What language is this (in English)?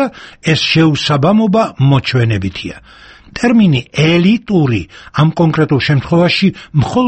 Georgian